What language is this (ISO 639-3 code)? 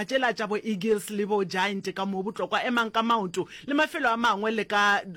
nso